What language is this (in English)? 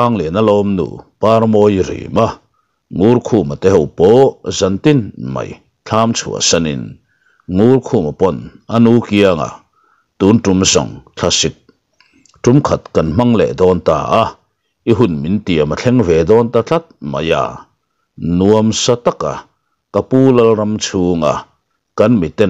Mizo